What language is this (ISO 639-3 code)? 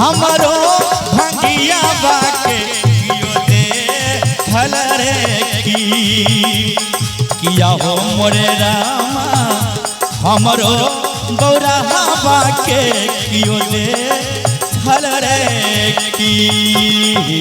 mai